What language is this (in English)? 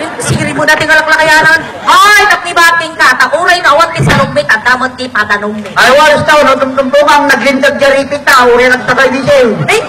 Iloko